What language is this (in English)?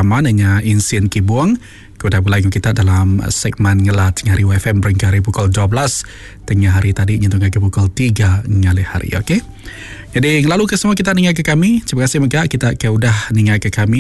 Iban